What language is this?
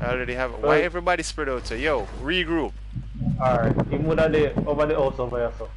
Jamaican Creole English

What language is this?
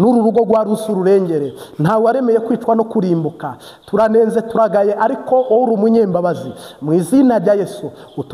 Kinyarwanda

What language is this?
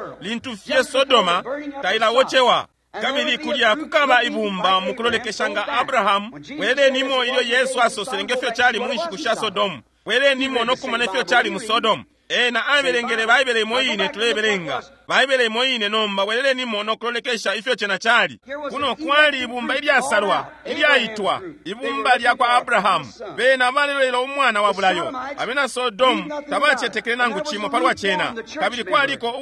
Bemba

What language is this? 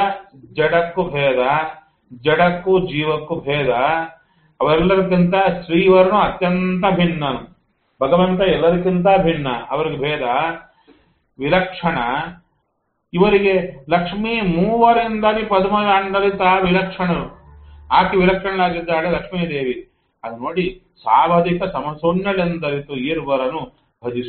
Kannada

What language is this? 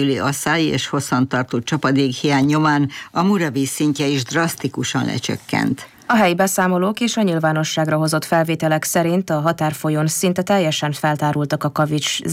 Hungarian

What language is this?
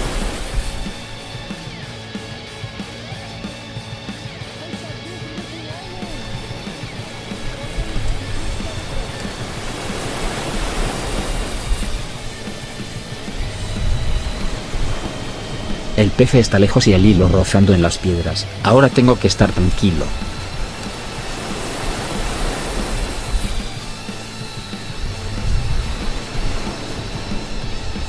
Spanish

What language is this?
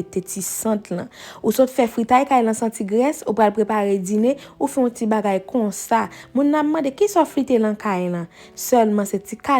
Haitian Creole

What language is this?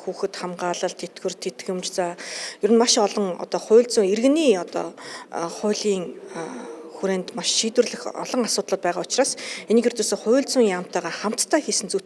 Mongolian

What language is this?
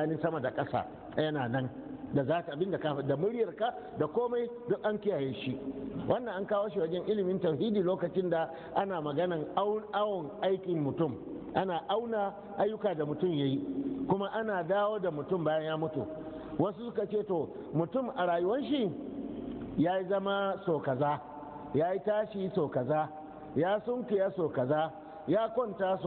Hausa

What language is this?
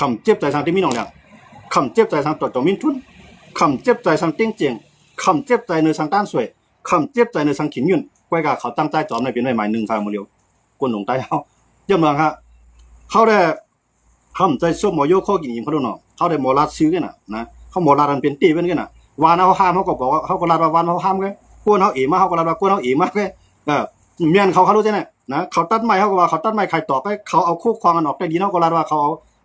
Shan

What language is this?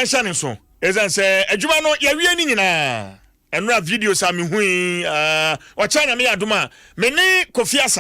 Akan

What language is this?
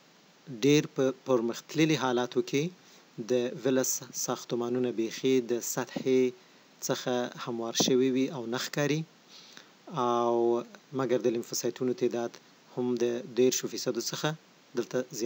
Pashto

